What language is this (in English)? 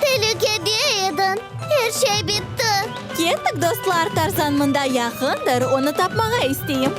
Crimean Tatar